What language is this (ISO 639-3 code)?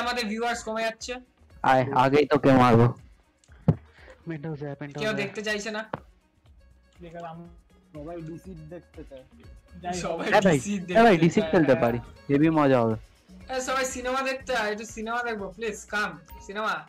ben